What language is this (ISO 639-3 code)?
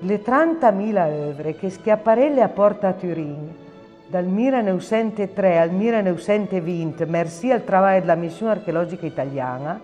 pms